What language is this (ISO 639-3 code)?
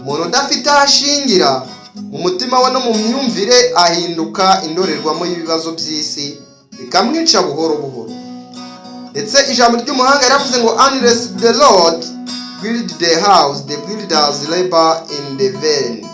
kin